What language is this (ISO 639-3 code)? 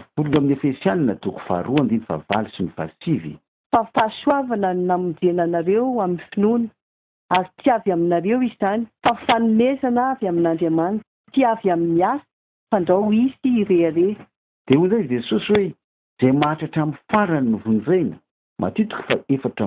mlg